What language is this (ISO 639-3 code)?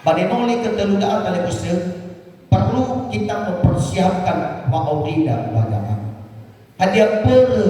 nia